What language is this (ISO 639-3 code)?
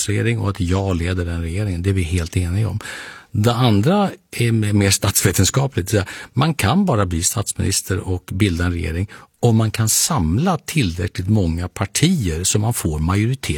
swe